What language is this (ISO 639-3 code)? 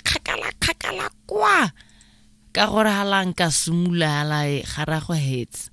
tsn